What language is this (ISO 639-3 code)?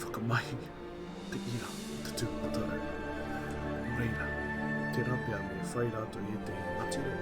mri